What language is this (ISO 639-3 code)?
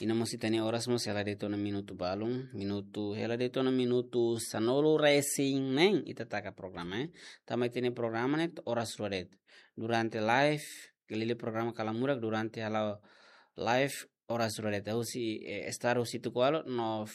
tet